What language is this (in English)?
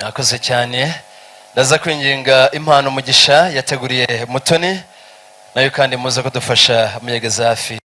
Kinyarwanda